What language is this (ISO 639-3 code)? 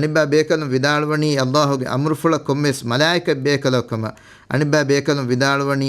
div